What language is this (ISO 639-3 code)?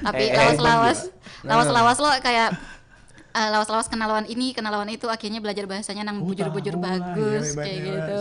bjn